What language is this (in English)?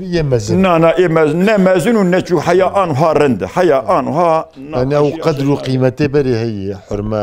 Kurdish